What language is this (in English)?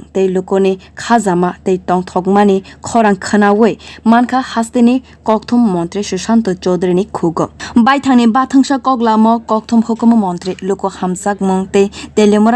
Kok Borok